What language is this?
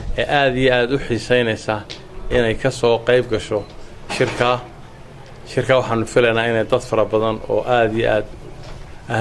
Somali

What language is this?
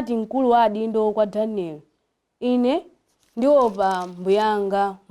Nyanja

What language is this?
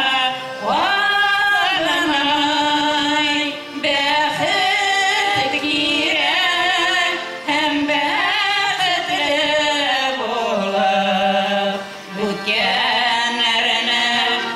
Bashkir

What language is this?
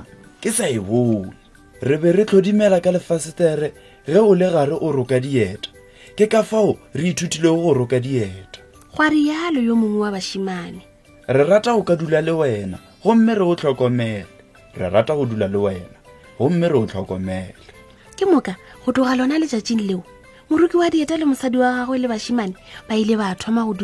Northern Sotho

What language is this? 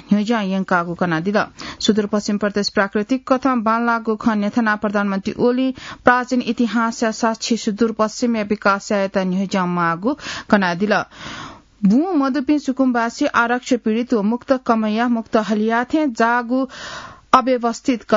Newari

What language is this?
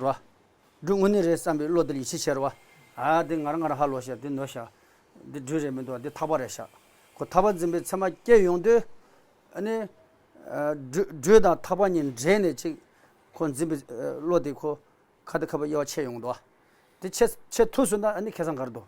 Tibetan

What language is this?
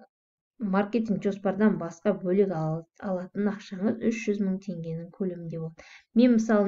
Kazakh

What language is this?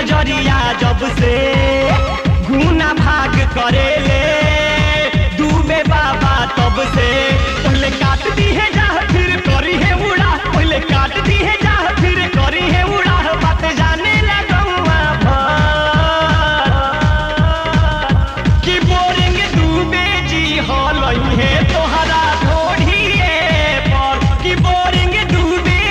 Bhojpuri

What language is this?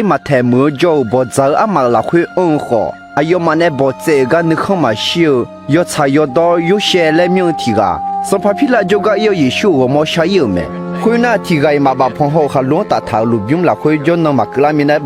Akha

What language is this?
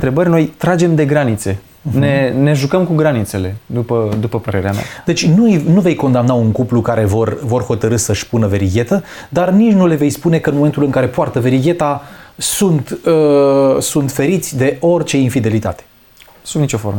Romanian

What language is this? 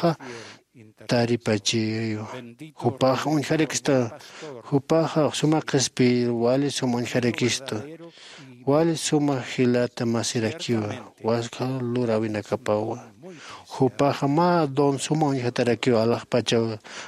Aymara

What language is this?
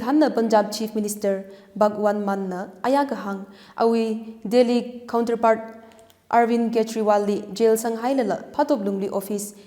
Tangkhul Naga (India)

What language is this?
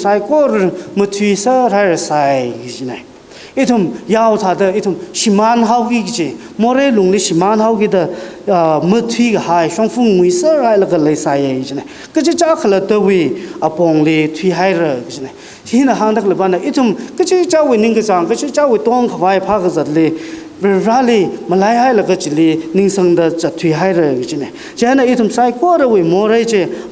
Tangkhul Naga (India)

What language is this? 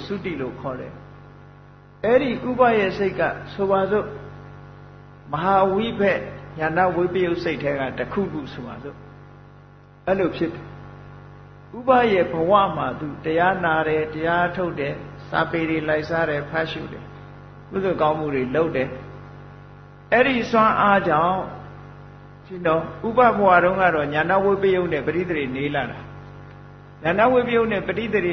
Burmese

